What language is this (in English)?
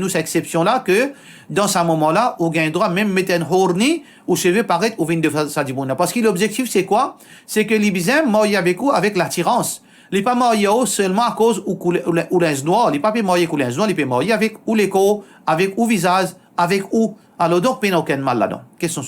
Morisyen